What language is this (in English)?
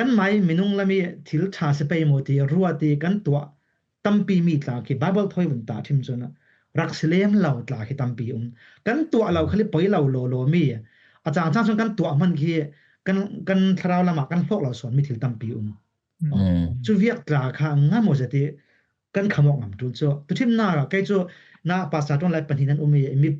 Falam Chin